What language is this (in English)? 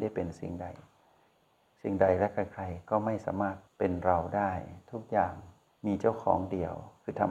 Thai